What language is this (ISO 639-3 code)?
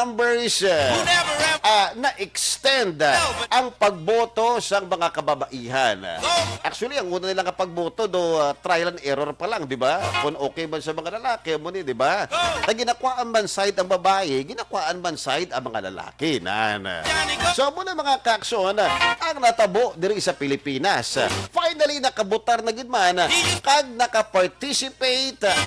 hil